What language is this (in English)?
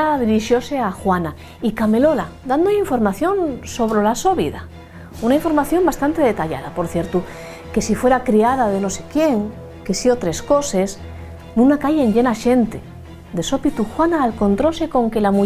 Asturian